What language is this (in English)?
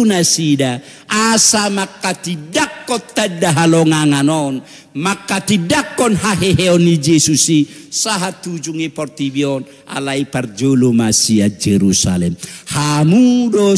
Batak Toba